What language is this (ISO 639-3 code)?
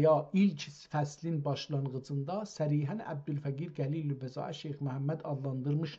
azb